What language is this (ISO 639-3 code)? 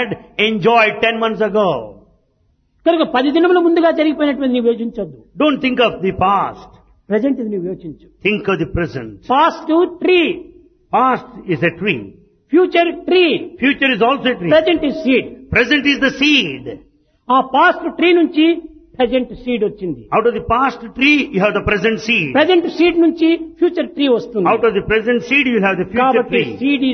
tel